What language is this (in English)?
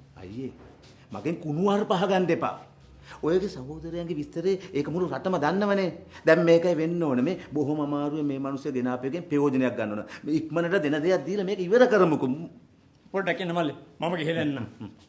Sinhala